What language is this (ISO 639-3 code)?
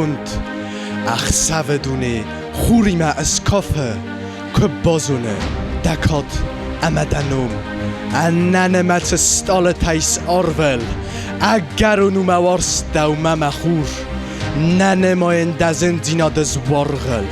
oss